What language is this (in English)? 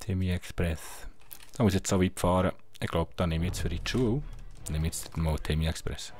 Swiss German